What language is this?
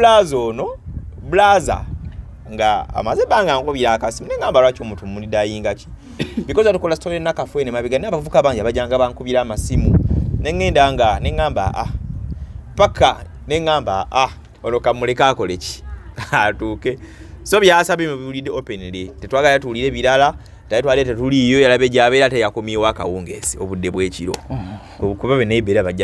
Ganda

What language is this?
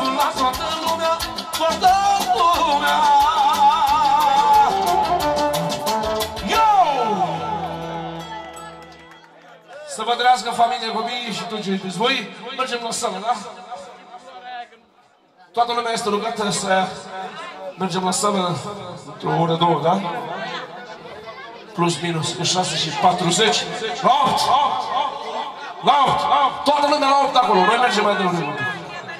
Romanian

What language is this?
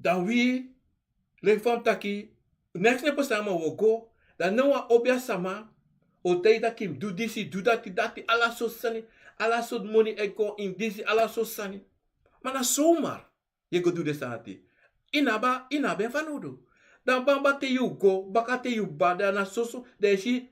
Sranan Tongo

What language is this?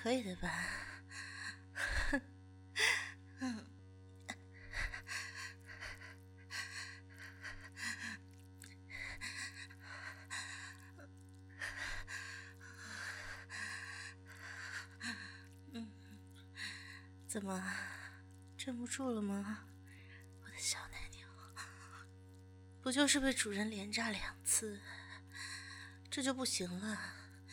Chinese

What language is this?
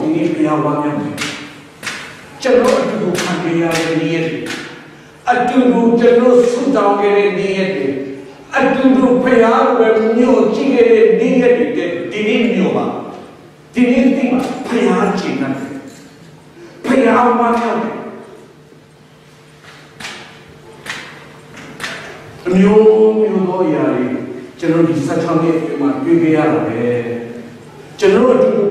Burmese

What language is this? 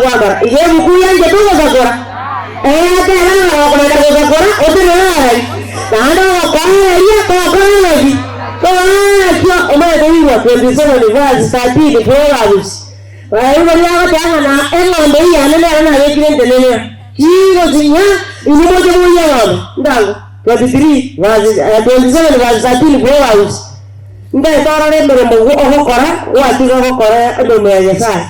Gusii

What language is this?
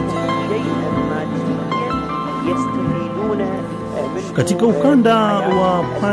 Swahili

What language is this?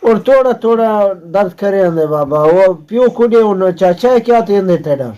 Saraiki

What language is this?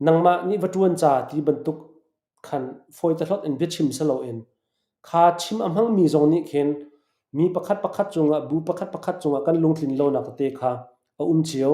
Hakha Chin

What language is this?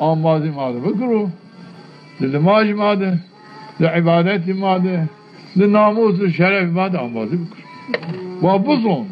Zaza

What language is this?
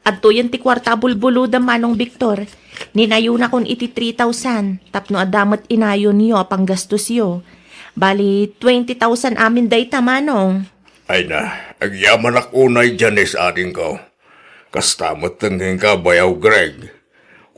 Iloko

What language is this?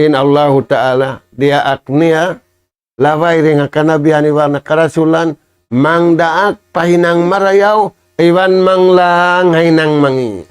Tausug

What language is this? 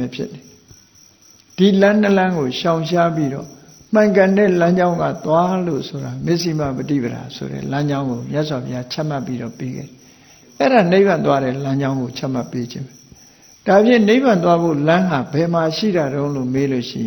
Burmese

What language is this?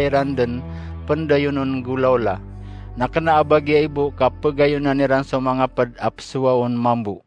Maranao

